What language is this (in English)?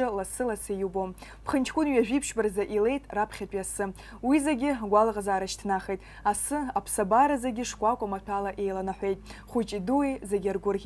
Abkhazian